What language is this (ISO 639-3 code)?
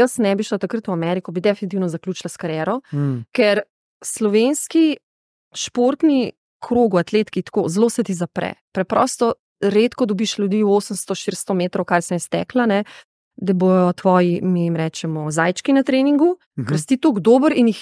slv